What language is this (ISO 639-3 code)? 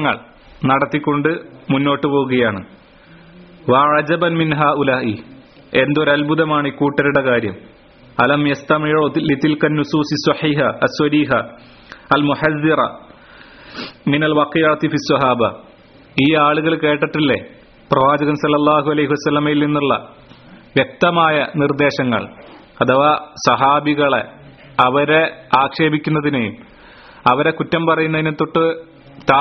mal